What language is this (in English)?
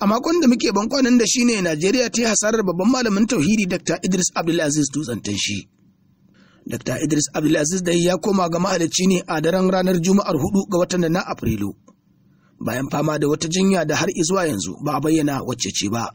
Hausa